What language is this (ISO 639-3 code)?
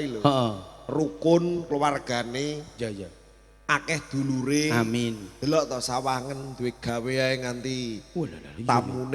jav